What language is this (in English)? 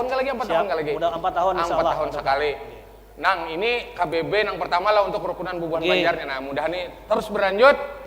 Banjar